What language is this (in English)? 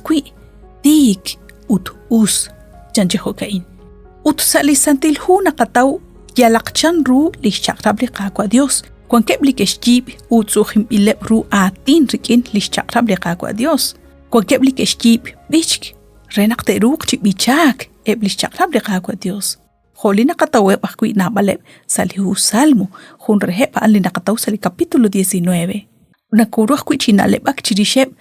Kekchí